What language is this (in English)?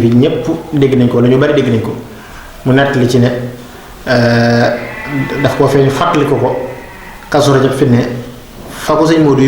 Wolof